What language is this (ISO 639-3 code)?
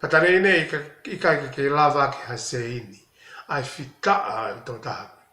ton